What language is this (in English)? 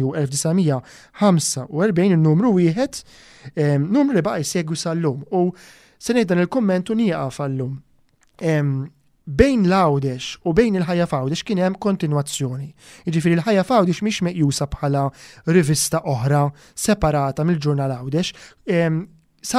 Maltese